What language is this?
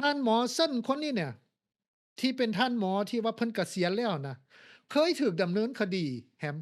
Lao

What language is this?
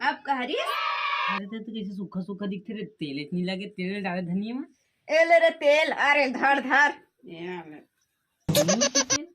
Chhattisgarhi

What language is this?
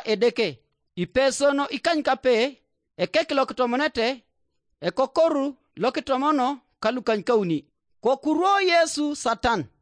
Teso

